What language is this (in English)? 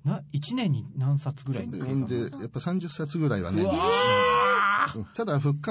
Japanese